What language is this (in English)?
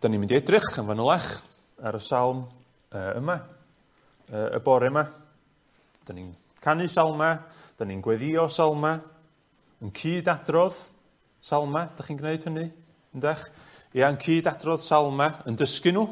Welsh